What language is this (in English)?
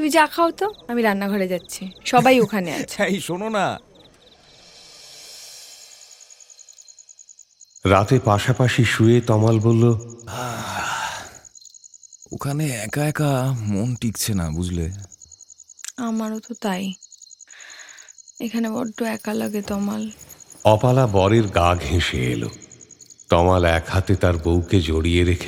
Bangla